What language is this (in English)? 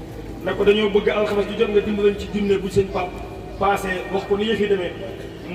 Wolof